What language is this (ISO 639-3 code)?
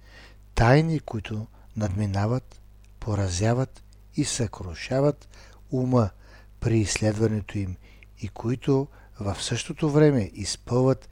bul